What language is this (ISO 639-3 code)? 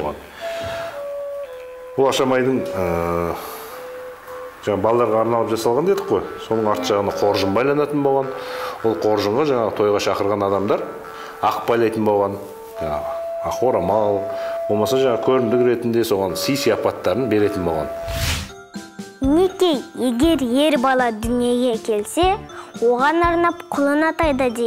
kaz